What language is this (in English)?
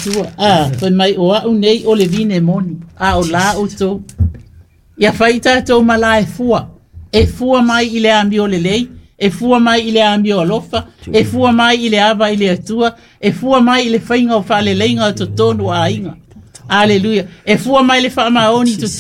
Samoan